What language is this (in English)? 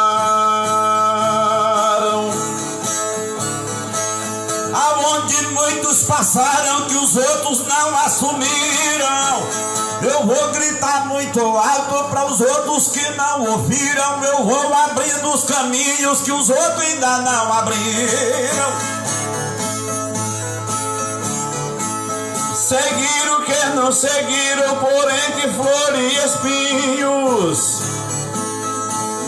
Portuguese